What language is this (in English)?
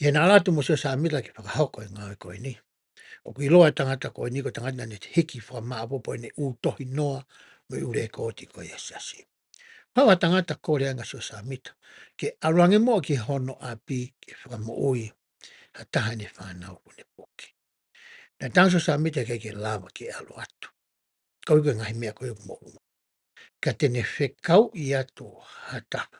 Tongan